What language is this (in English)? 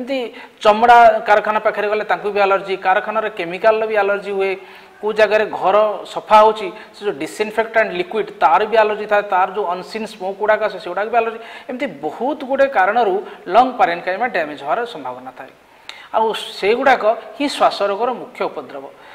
Odia